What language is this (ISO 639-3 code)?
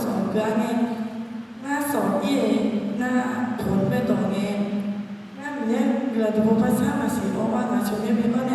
ahk